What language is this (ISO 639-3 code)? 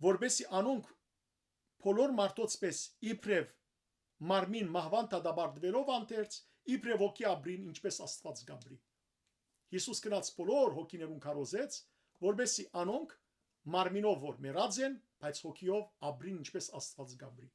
hyw